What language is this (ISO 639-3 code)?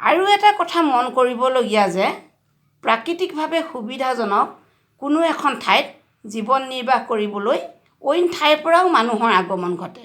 asm